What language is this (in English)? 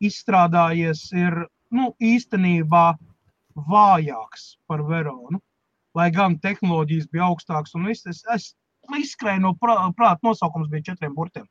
Latvian